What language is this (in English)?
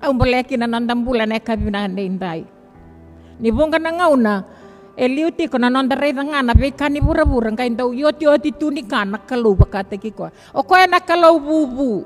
Fijian